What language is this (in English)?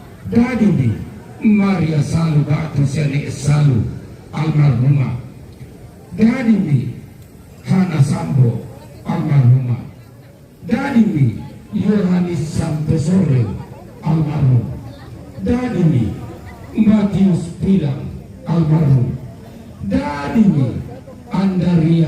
Toraja-Sa'dan